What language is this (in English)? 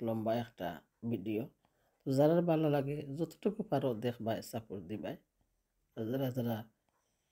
Sylheti